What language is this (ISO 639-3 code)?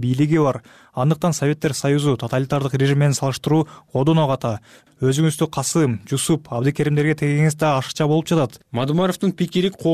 kir